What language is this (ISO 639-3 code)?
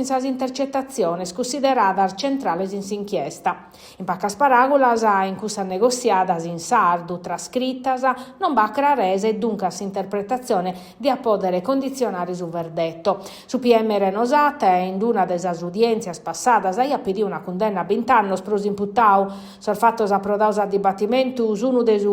srd